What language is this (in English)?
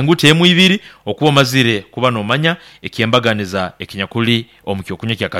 Nyankole